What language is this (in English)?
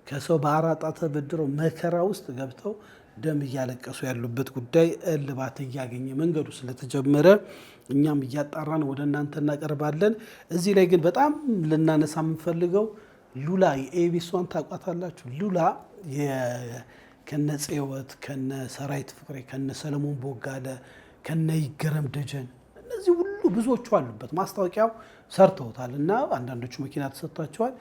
Amharic